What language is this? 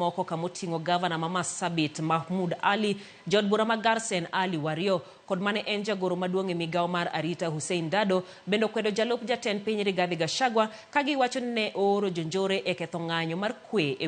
Luo (Kenya and Tanzania)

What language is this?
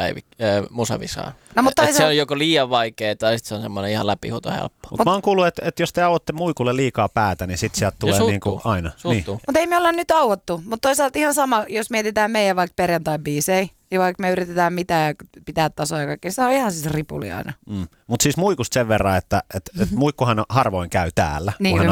Finnish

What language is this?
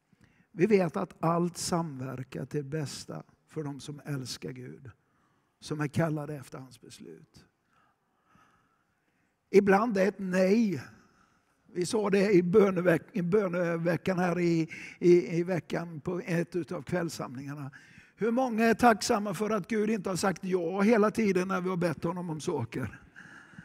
Swedish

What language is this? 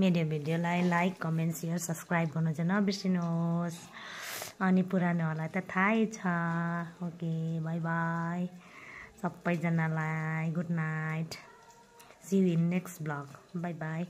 Nepali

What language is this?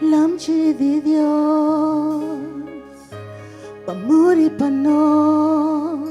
Papiamento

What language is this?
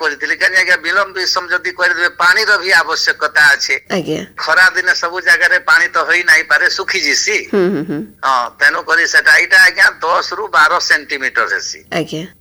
Odia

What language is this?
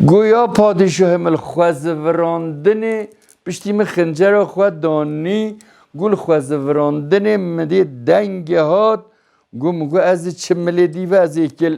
Kurdish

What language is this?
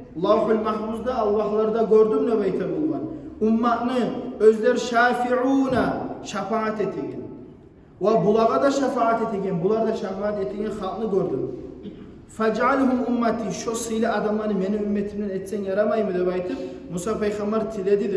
Kumyk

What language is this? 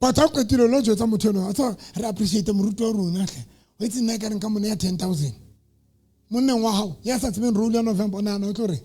Southern Sotho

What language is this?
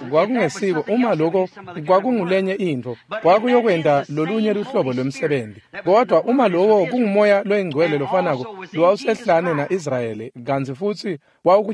Swati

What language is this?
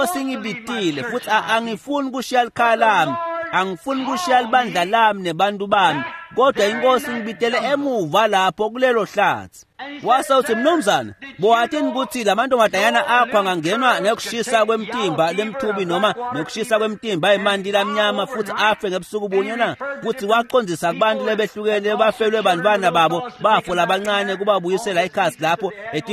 Swati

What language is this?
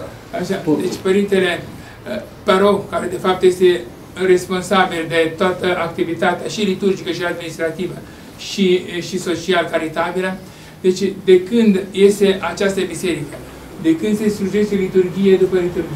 Romanian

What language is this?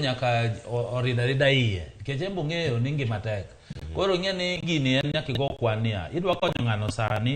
Luo (Kenya and Tanzania)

